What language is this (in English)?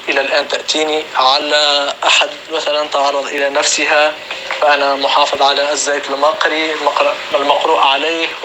North Levantine Arabic